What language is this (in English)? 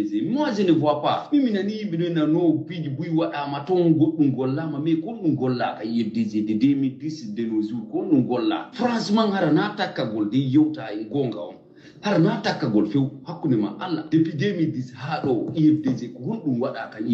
Fula